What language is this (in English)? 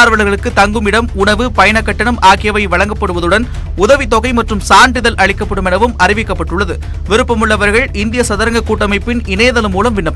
Tamil